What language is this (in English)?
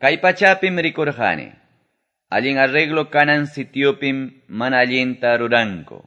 Quechua